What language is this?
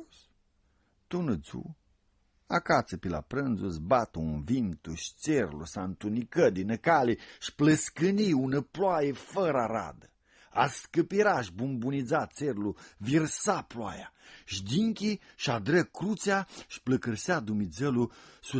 Aromanian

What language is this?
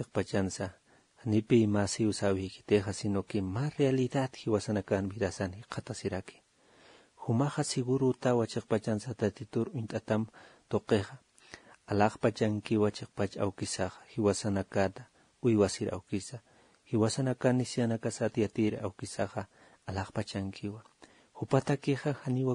Aymara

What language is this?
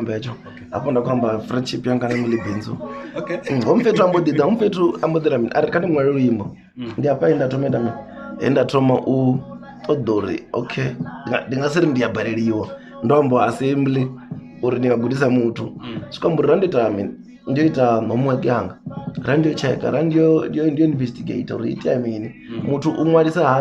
Venda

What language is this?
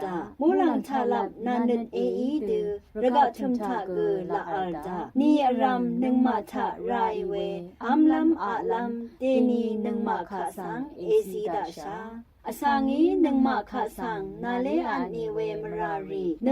Rawang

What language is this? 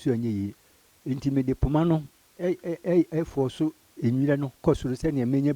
Akan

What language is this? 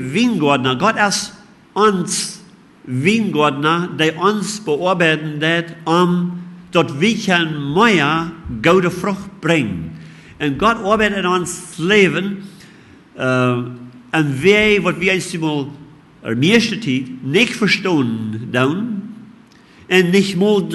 Plautdietsch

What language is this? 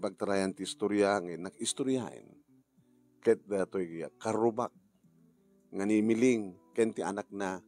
Iloko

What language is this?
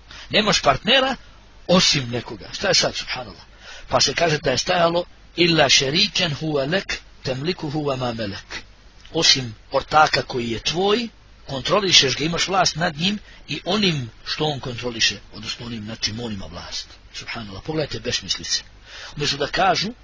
Bosnian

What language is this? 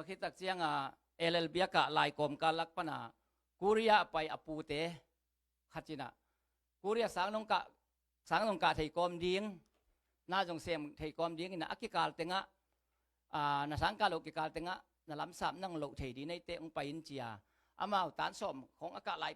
Tedim Chin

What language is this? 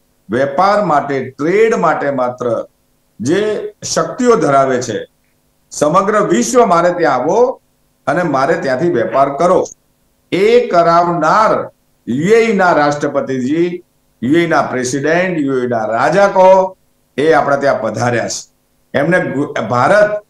Gujarati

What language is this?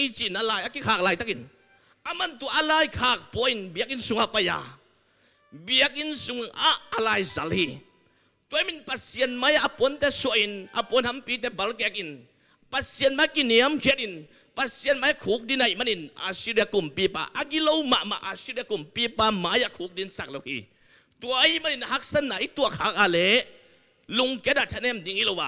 Tedim Chin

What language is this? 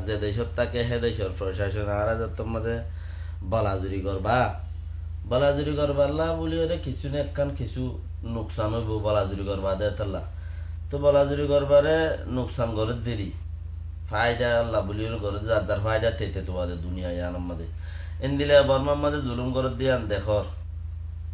Rohingya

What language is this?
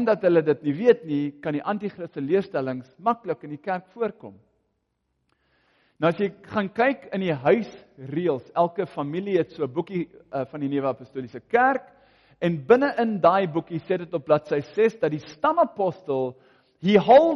Afrikaans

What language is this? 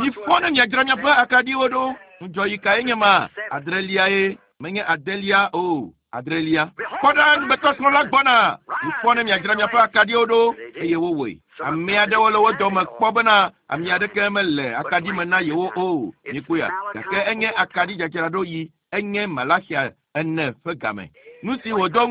Ewe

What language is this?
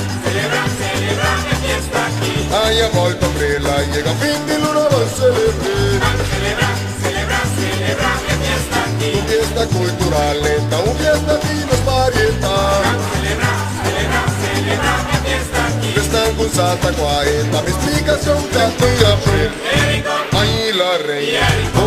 Papiamento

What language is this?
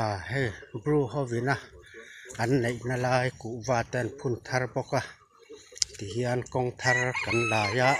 Mizo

